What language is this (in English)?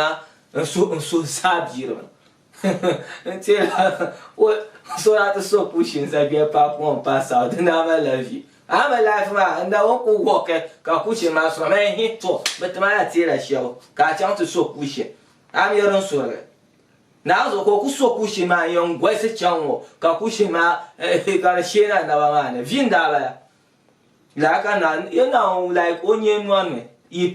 Dagbani